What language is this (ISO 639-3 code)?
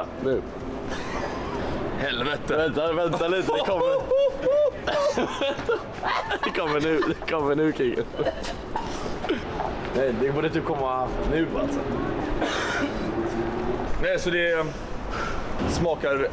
swe